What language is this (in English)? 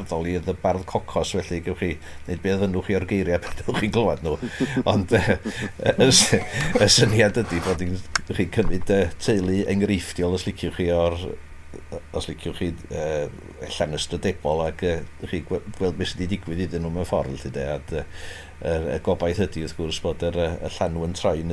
Welsh